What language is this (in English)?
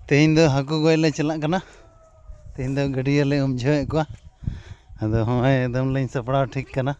Santali